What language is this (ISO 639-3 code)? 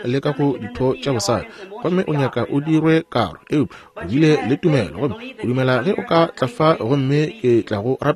nso